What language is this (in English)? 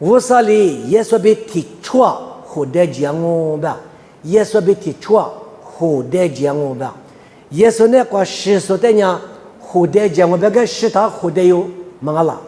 Lisu